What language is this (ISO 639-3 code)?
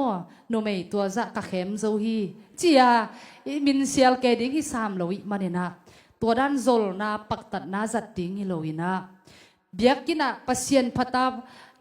ctd